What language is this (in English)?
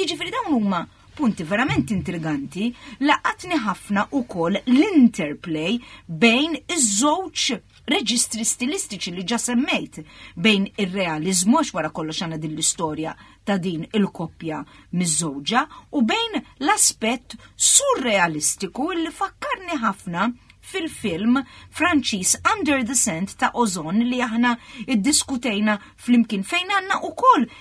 Maltese